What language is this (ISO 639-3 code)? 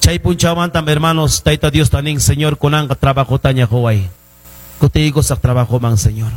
quy